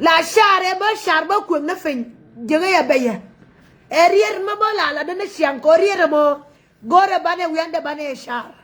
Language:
Nuer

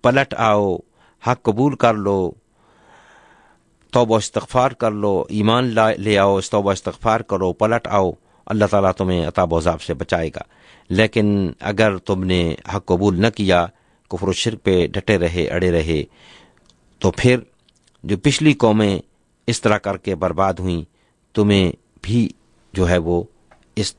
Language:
Urdu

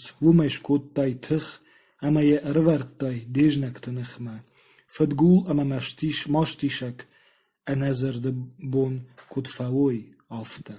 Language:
Ossetic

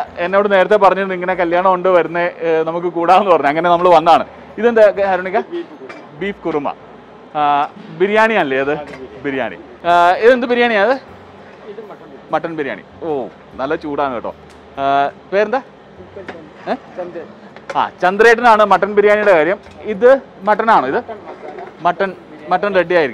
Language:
Malayalam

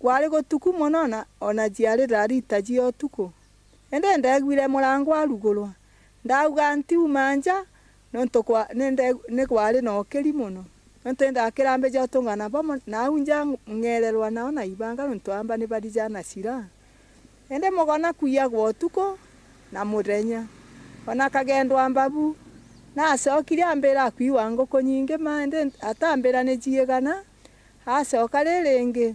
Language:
Meru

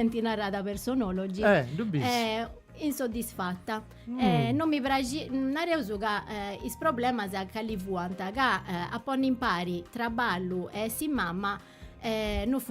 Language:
Sardinian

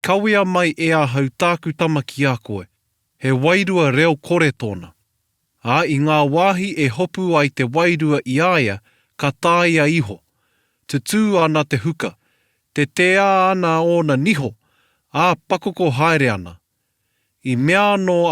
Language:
Māori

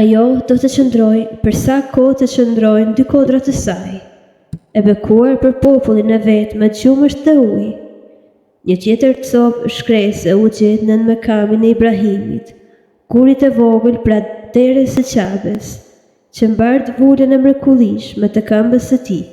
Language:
Albanian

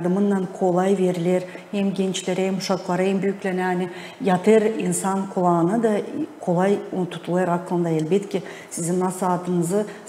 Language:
Gagauz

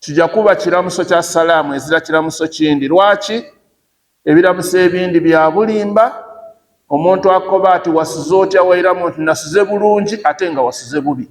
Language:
Ganda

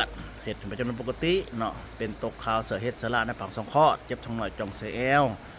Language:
Lao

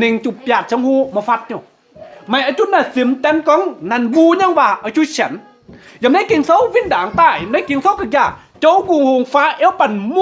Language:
Kim Mun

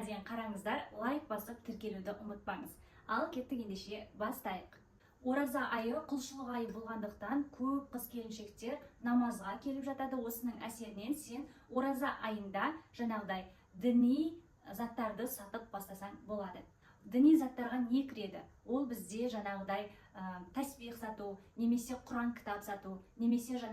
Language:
Kazakh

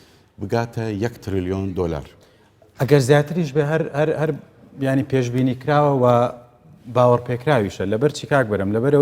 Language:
Central Kurdish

